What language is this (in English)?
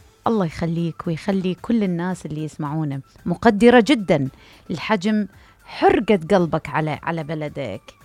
Mesopotamian Arabic